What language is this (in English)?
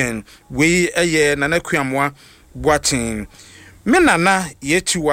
Akan